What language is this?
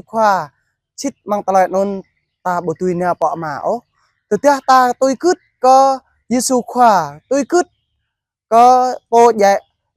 Jarai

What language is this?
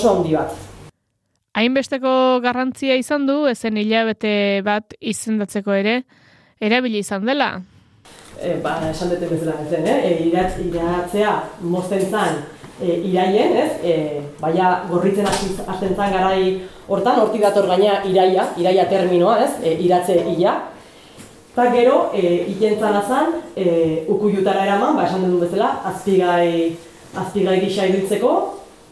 Basque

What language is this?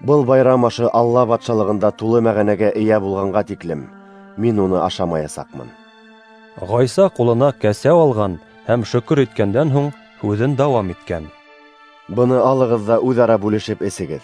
Bashkir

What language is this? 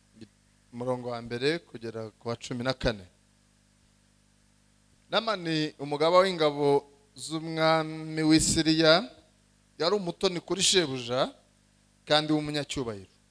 Kinyarwanda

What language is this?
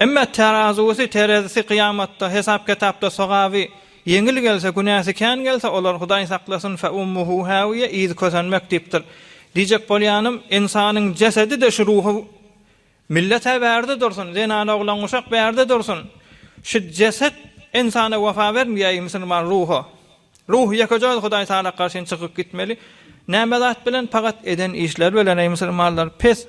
Turkmen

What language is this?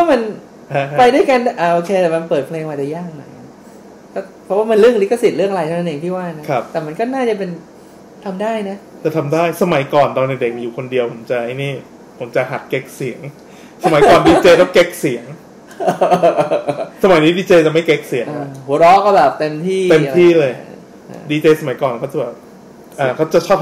Thai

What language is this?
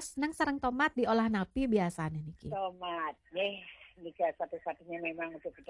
Balinese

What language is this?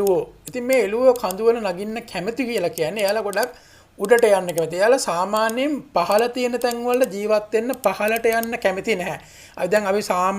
Sinhala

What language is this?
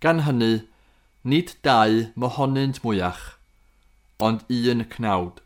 Welsh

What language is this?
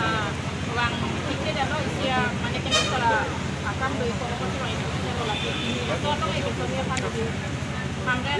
Karbi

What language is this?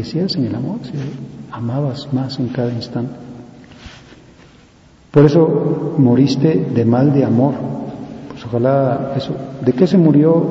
Spanish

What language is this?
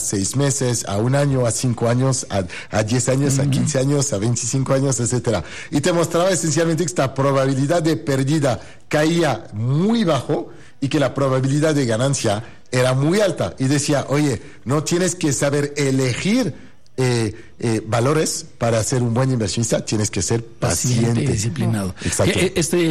Spanish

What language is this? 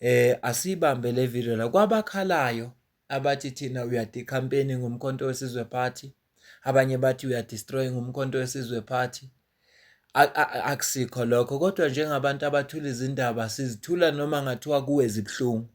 Zulu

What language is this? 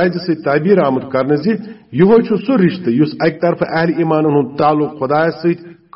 Kashmiri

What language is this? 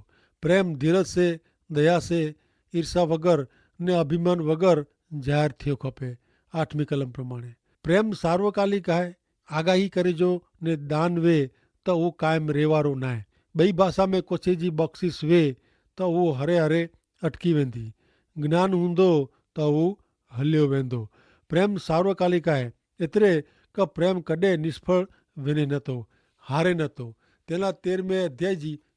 Kachhi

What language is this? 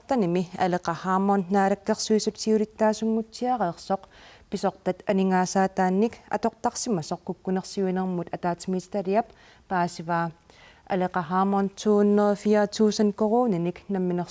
Kalaallisut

